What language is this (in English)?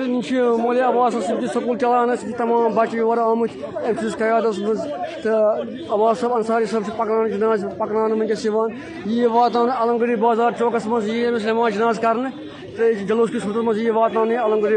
Kashmiri